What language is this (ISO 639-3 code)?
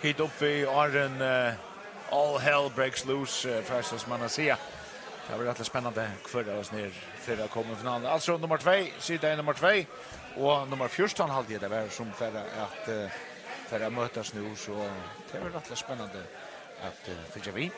fao